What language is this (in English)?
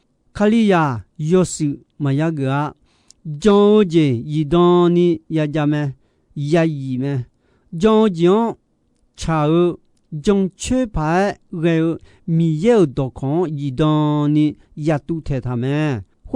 Akha